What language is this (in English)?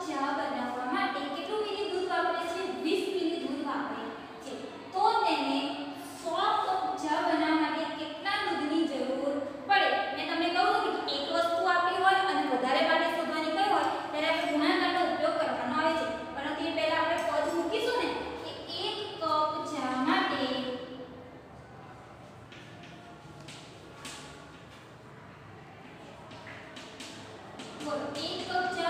Gujarati